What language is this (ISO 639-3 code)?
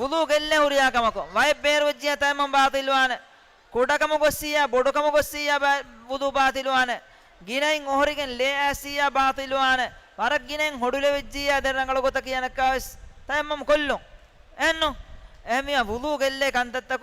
div